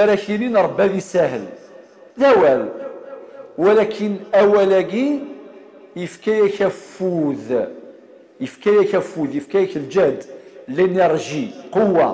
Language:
Kabyle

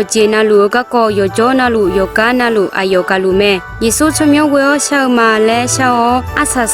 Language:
Akha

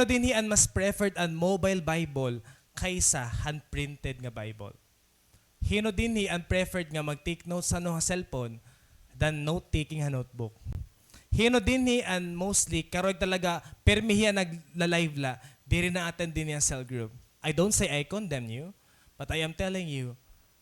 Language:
Waray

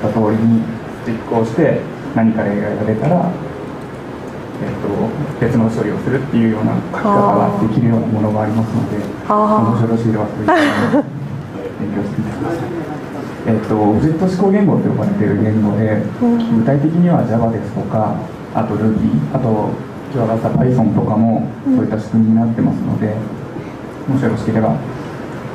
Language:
Japanese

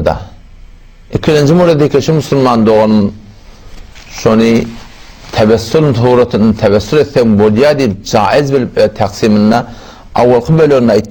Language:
Turkmen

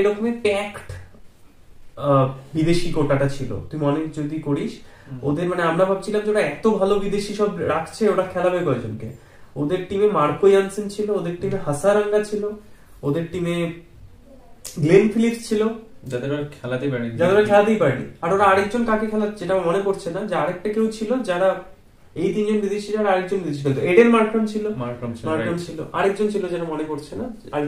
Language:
Bangla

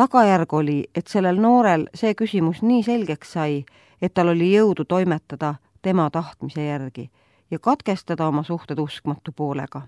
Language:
Estonian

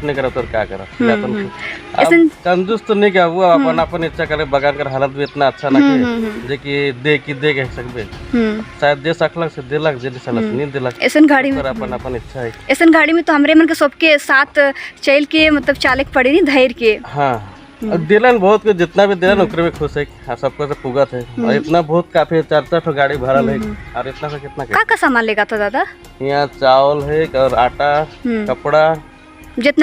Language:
Sadri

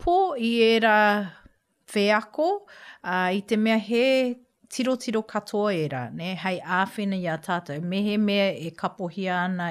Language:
Māori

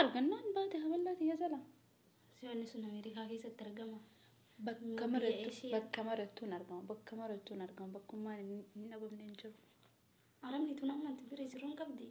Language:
Oromo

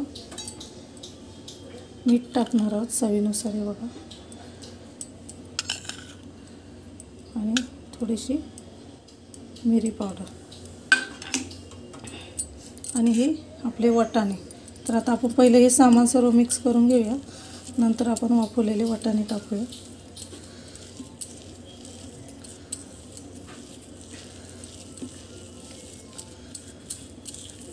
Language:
Marathi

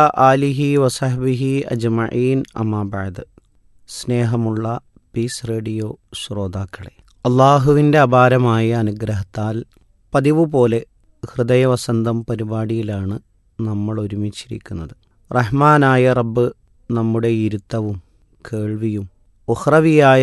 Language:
Malayalam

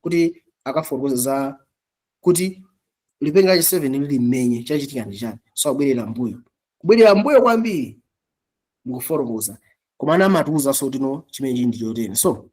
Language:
Nyanja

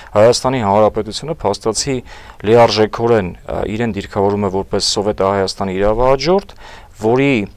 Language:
Armenian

